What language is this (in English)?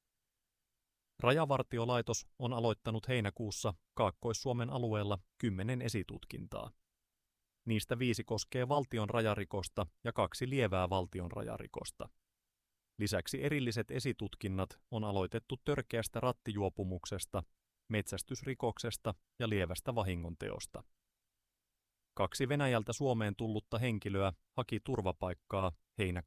Finnish